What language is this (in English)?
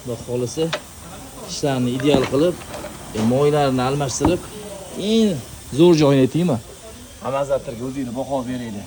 Uzbek